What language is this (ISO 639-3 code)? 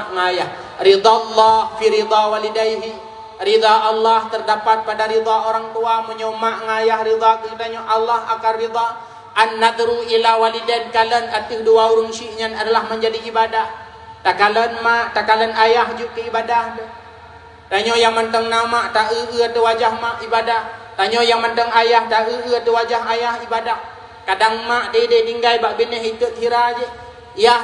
ace